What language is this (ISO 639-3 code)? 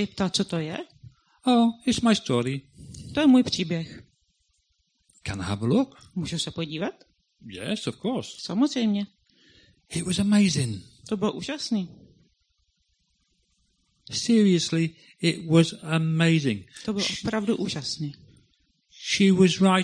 ces